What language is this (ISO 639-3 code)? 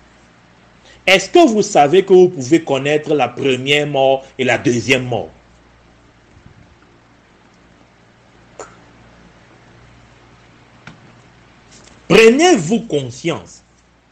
fra